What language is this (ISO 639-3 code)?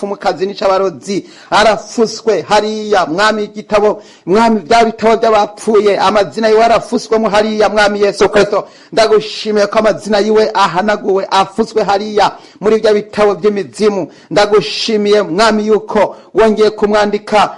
run